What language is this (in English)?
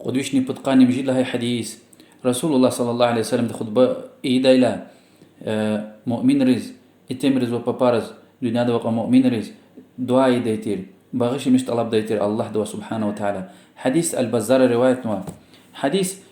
Lezghian